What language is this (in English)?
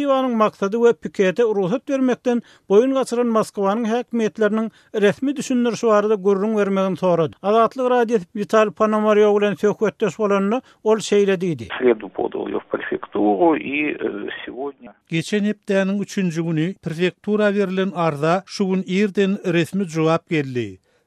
Turkmen